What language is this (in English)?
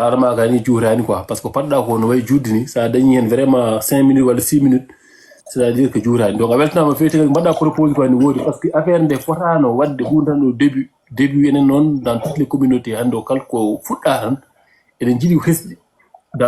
Fula